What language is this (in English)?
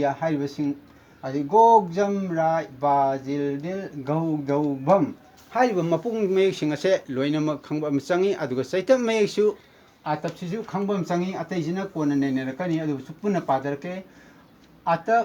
Manipuri